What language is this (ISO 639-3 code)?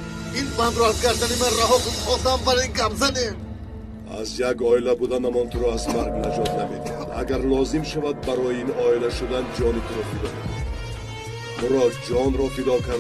tgk